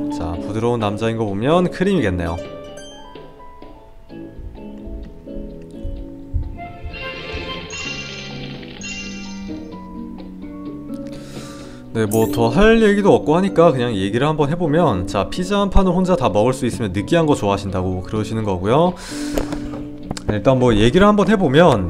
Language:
Korean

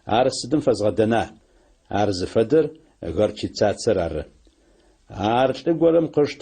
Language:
Adyghe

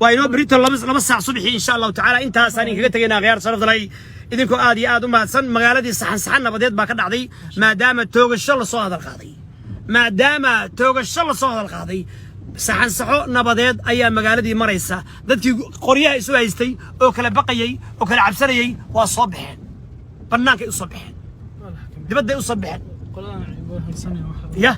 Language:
Somali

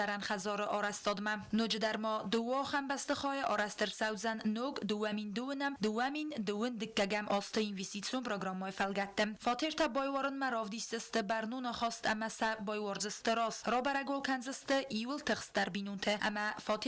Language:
Ossetic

